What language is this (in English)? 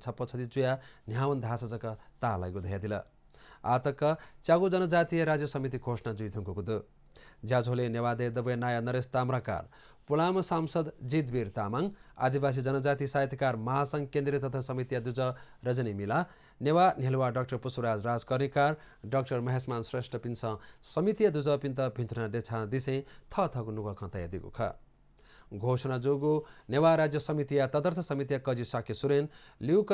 Newari